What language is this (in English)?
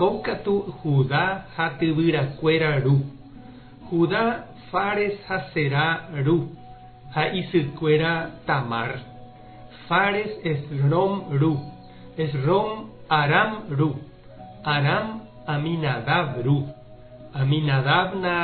Guarani